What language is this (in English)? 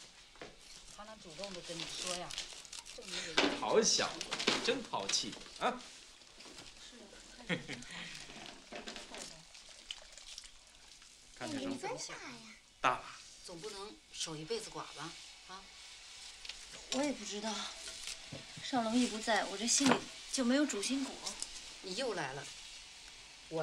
Chinese